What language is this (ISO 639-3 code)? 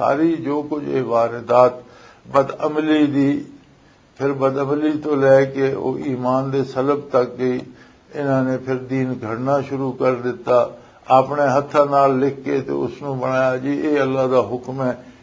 lah